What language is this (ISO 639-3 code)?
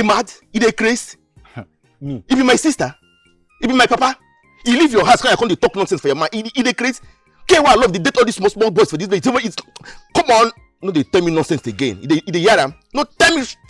pcm